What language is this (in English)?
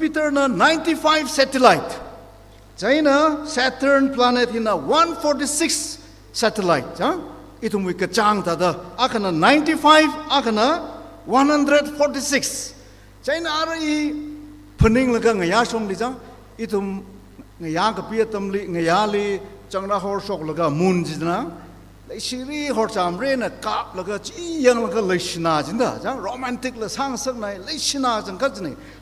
Tangkhul Naga (India)